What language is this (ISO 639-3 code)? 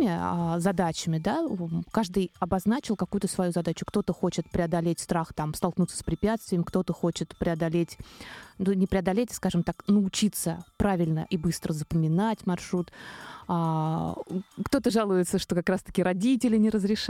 rus